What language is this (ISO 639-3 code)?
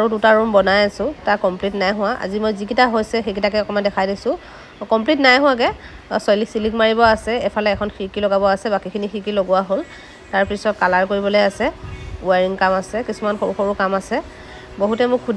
asm